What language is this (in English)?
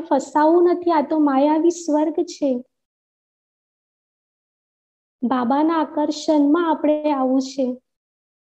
Gujarati